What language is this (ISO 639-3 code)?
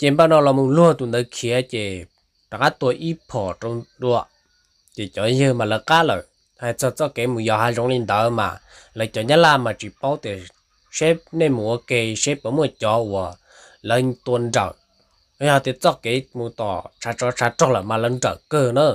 hmn